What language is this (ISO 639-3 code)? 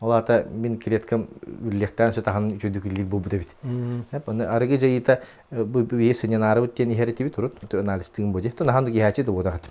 sah